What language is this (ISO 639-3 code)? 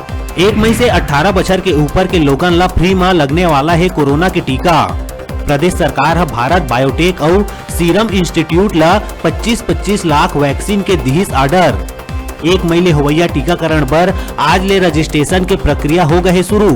hne